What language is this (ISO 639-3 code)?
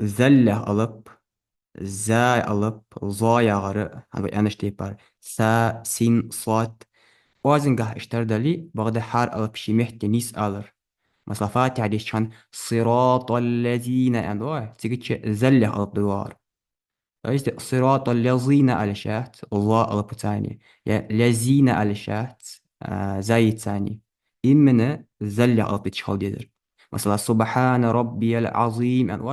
inh